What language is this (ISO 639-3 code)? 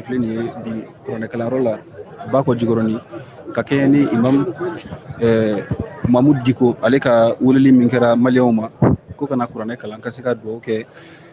bam